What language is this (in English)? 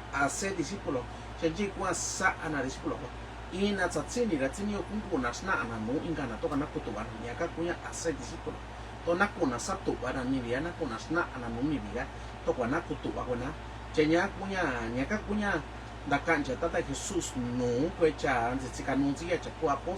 Mixtepec Mixtec